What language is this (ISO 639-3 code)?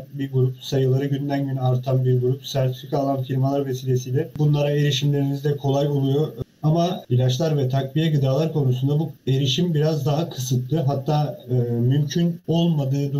tur